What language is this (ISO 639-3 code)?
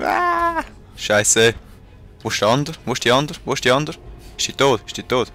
gsw